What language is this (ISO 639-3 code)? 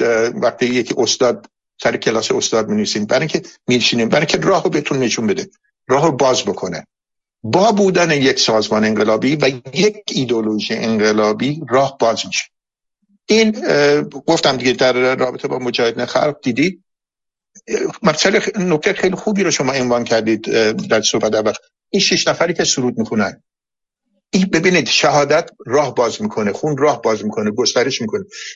fas